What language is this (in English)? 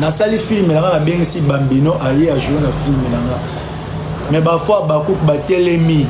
Lingala